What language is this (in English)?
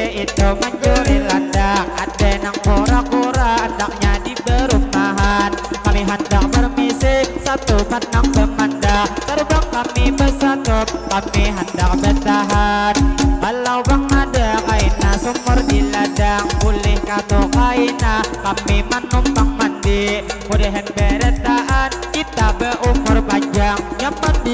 Banjar